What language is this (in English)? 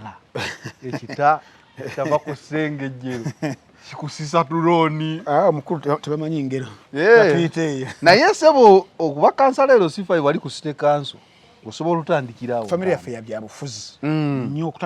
Ganda